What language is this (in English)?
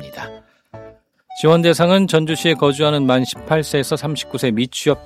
Korean